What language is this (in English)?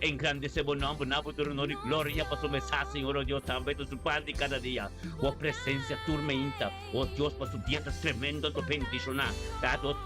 Papiamento